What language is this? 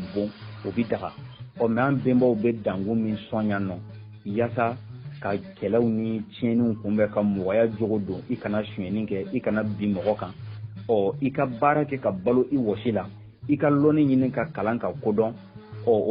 Bambara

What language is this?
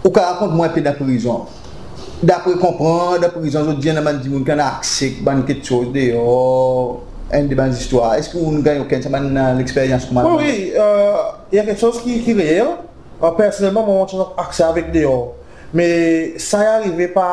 Seselwa Creole French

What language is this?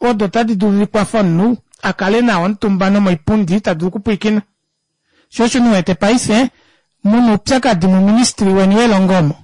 Kuanyama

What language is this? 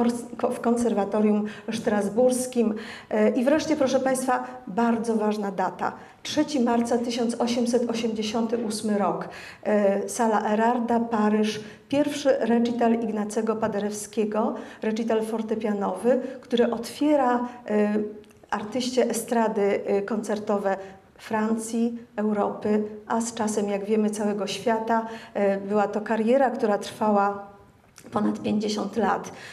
Polish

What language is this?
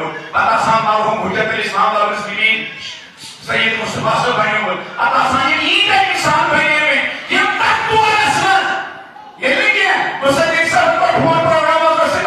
Kashmiri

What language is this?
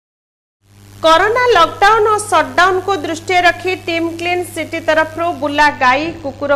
Odia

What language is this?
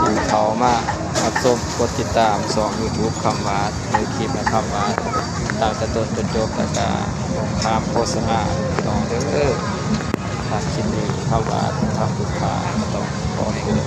Northeastern Thai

